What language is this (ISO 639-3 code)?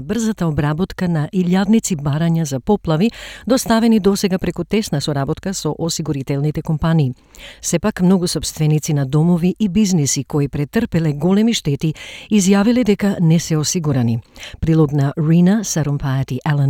mkd